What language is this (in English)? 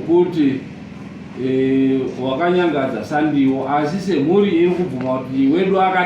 Shona